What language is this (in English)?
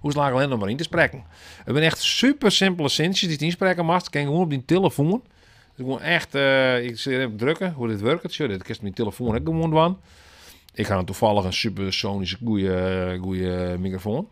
Western Frisian